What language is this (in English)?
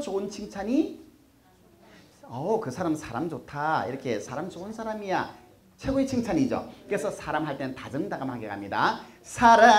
Korean